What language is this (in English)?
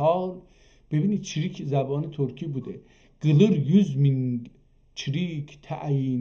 South Azerbaijani